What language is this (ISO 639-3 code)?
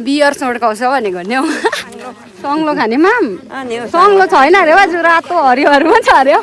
nep